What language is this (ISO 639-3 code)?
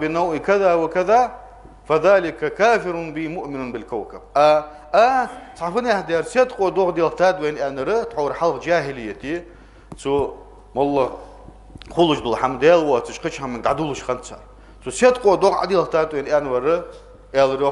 inh